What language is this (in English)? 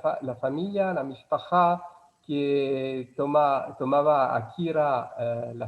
Ladino